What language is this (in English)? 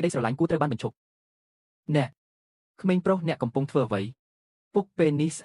Khmer